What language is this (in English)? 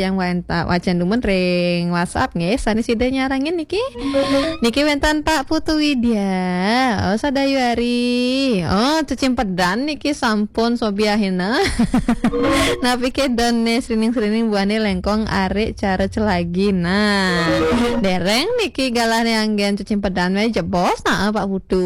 Balinese